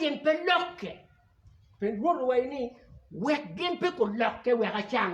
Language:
Acoli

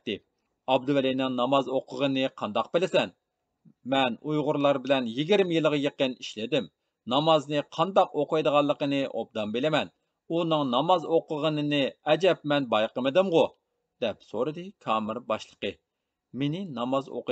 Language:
Uyghur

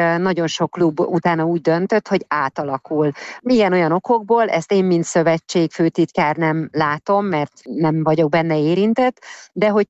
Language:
Hungarian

